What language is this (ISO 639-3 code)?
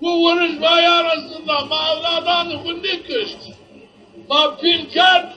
zza